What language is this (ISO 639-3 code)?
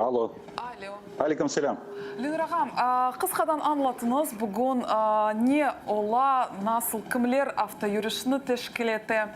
crh